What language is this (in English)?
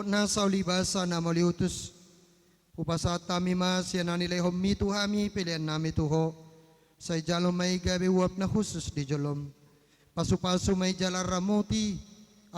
Batak Toba